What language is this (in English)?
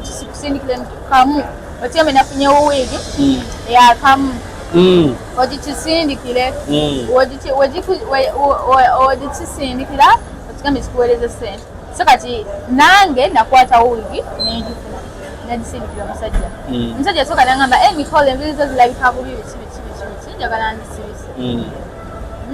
Ganda